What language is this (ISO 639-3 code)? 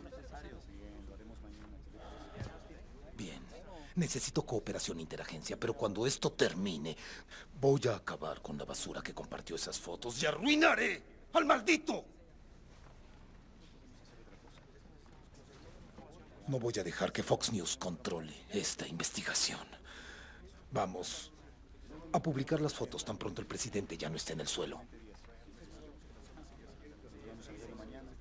spa